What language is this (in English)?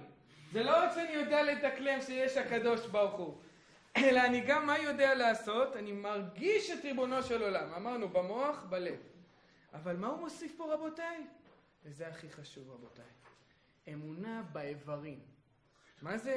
Hebrew